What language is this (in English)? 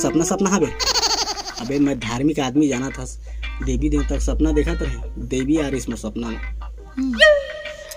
Chhattisgarhi